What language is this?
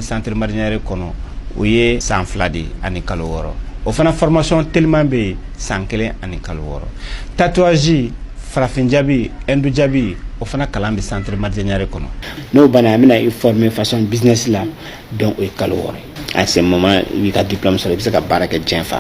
Bambara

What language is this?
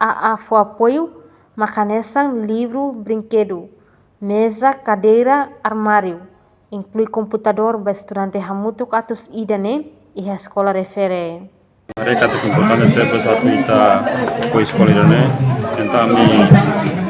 Tetum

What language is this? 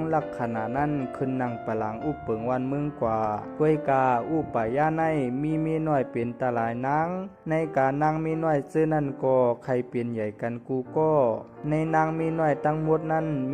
Shan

